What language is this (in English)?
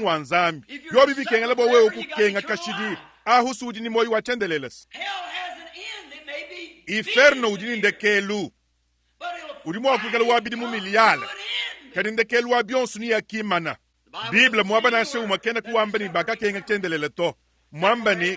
Luba-Lulua